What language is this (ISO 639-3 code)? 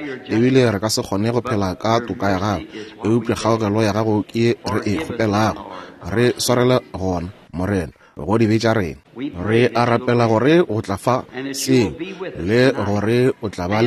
nso